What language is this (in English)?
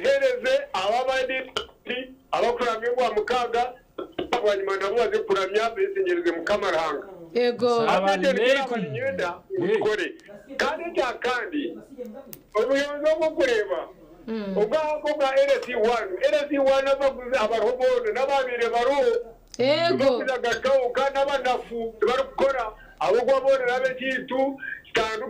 Nyankole